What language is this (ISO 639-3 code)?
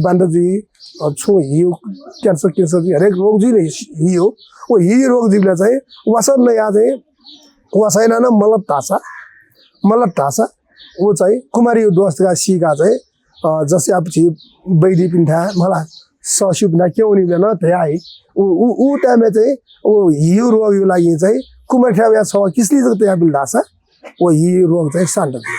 new